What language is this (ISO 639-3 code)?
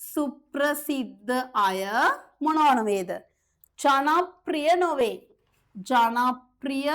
sin